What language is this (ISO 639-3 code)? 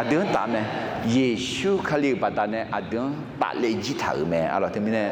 ahk